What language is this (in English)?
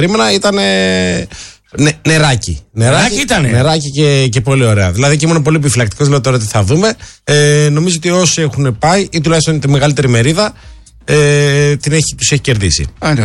Greek